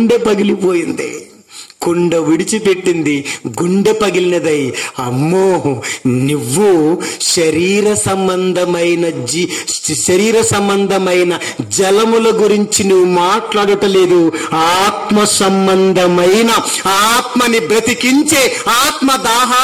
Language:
Telugu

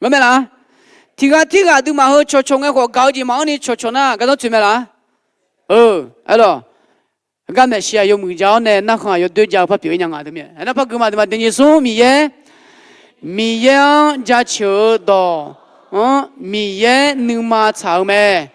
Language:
Akha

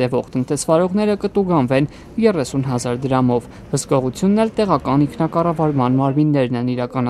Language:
Armenian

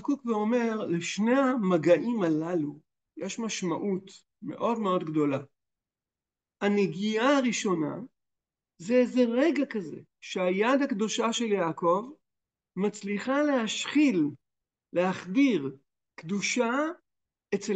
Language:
Hebrew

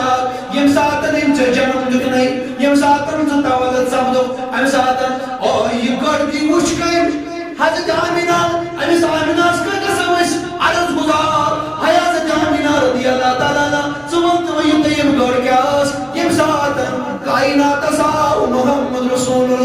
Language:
Kashmiri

